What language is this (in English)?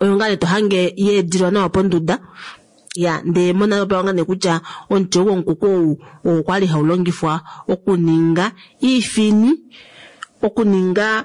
Kuanyama